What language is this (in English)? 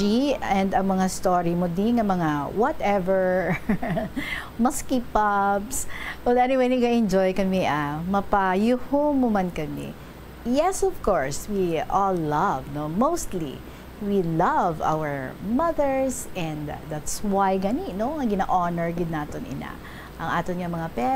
Hiligaynon